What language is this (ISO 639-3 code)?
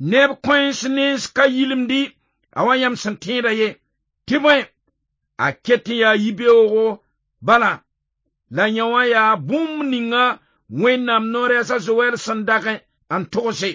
mos